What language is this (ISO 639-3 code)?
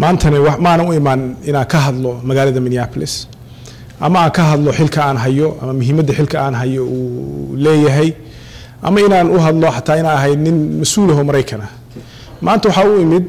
som